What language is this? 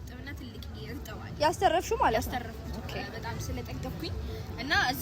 Amharic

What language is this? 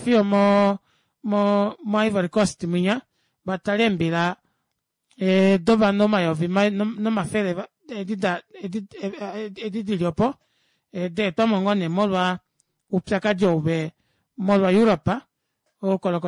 Kuanyama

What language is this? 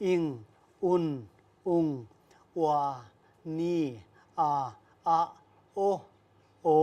Paite Chin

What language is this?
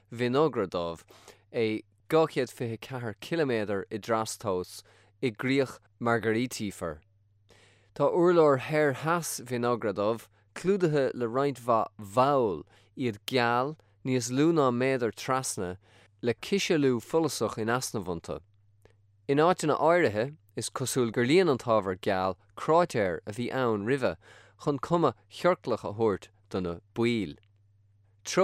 Irish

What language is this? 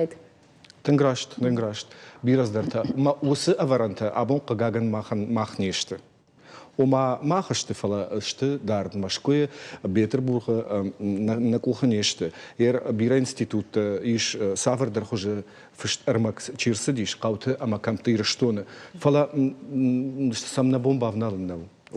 Ossetic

